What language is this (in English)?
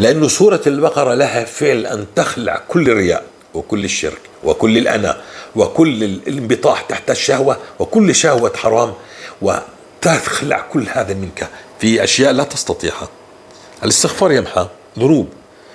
North Levantine Arabic